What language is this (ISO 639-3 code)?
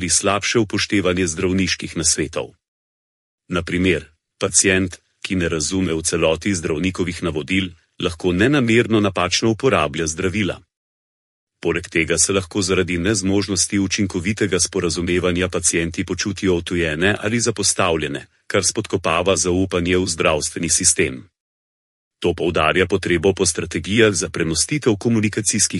slv